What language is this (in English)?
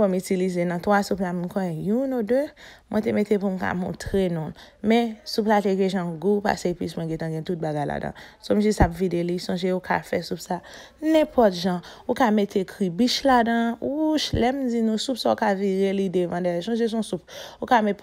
Haitian Creole